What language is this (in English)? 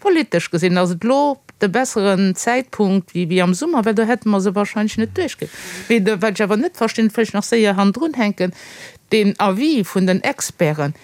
Luxembourgish